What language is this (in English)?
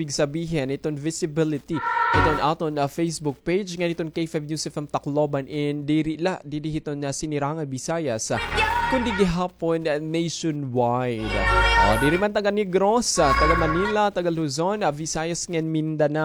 Waray